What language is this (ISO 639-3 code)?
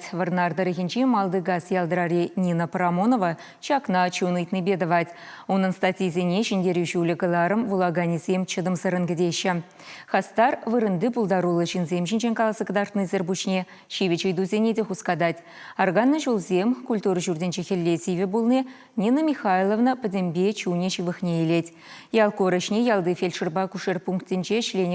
chv